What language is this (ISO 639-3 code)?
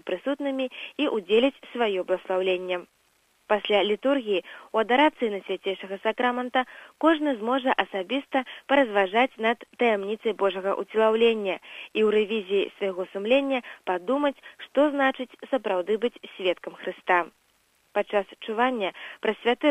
bel